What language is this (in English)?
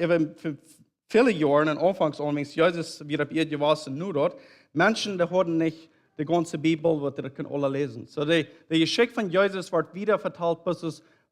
Plautdietsch